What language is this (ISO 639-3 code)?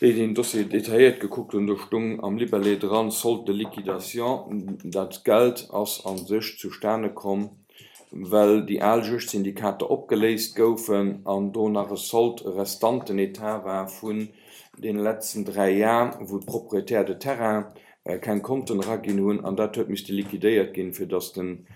ltz